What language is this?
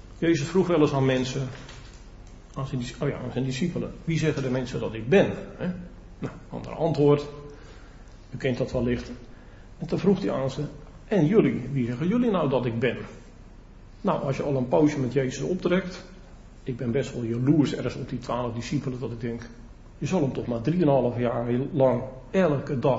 Dutch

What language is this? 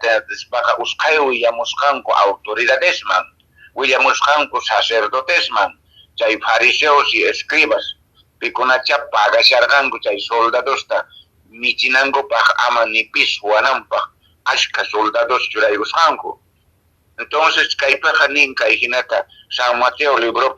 Quechua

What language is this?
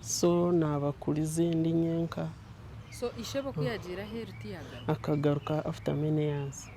Nyankole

